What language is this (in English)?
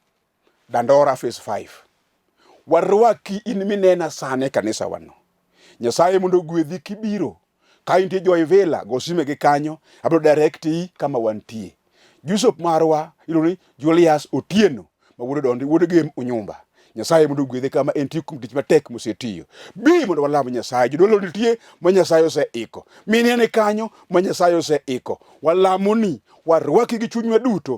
Luo (Kenya and Tanzania)